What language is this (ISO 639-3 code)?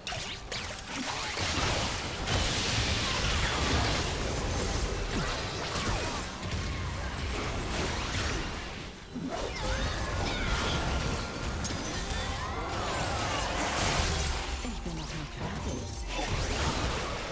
deu